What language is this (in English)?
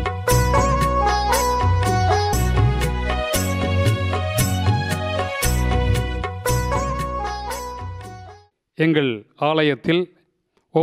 Tamil